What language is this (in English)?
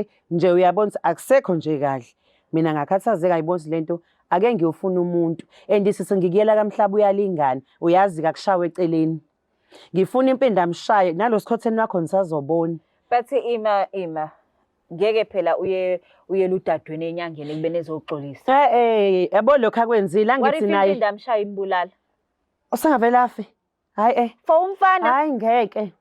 Zulu